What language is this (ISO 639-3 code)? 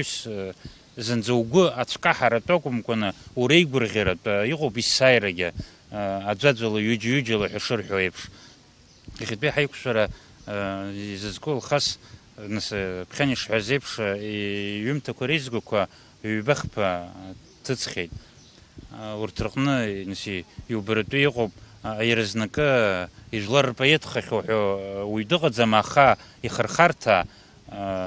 abk